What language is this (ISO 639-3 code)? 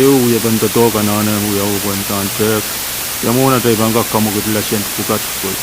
pon